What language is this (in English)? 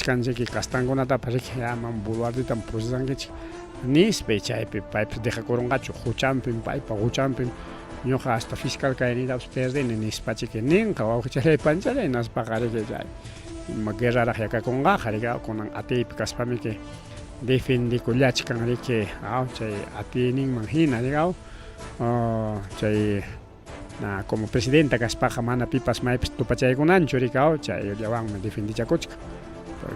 Ayacucho Quechua